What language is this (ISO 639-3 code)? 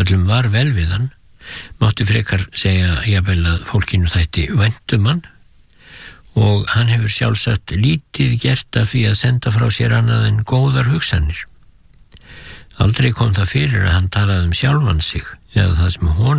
isl